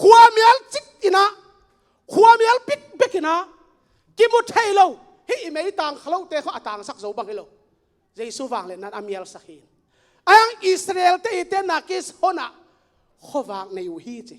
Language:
Tedim Chin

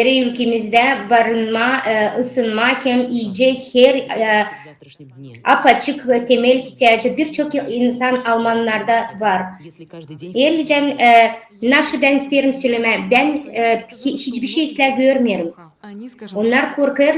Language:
Gagauz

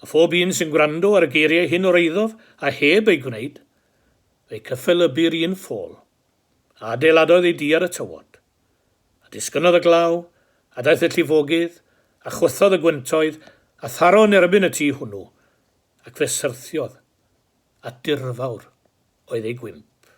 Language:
Welsh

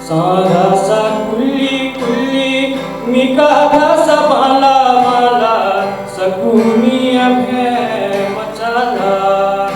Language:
Newari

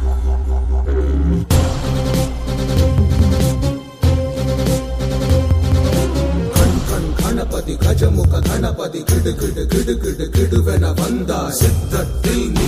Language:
Tamil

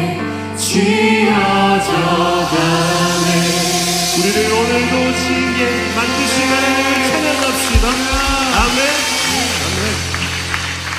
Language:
Korean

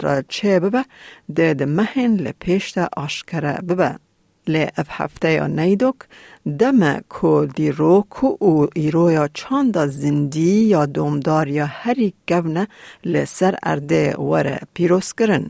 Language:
Kurdish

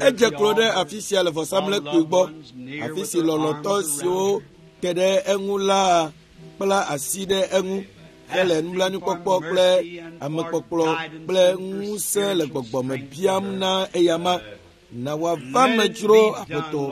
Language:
Ewe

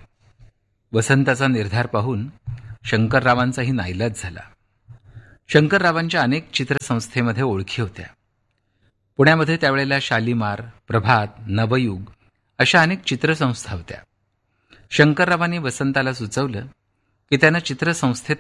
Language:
Marathi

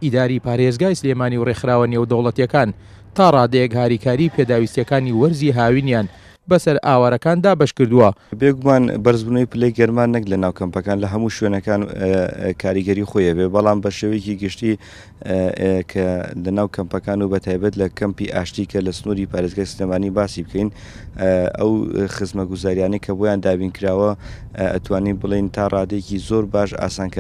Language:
Central Kurdish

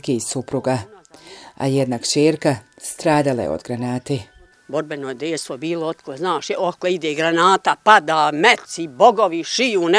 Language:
Bosnian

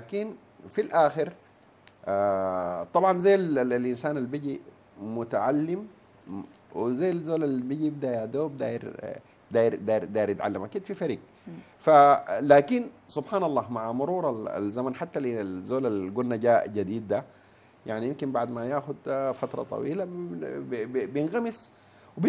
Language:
Sudanese Arabic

